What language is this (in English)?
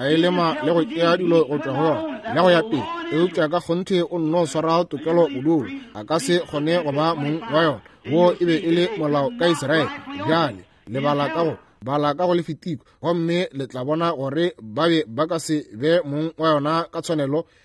Northern Sotho